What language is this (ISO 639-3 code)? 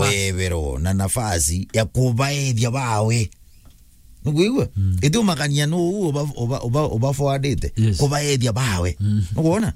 mer